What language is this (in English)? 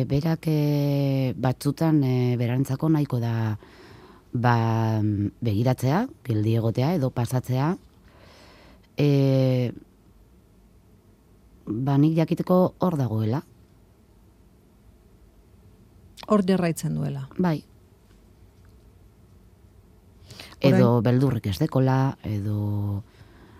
Basque